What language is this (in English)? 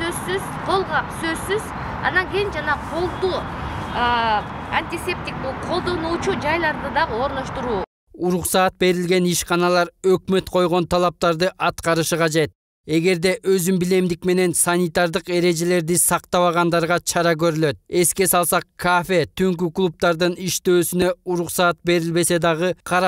Kyrgyz